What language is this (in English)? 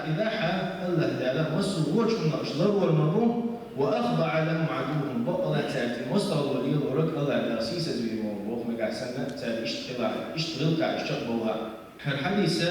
Chechen